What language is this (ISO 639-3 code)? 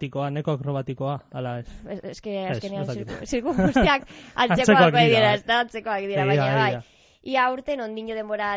eus